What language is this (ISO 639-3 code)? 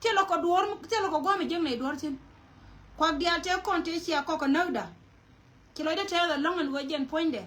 nus